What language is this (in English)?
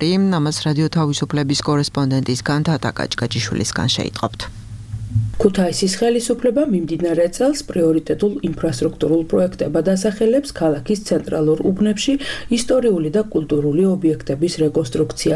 Georgian